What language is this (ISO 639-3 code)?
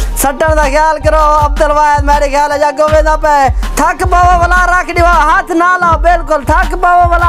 skr